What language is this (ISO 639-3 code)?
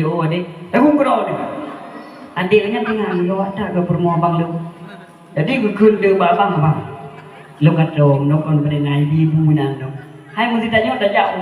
ace